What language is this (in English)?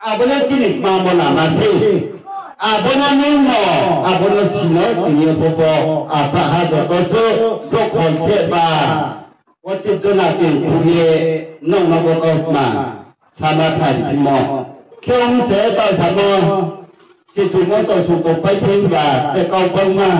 Riang (India)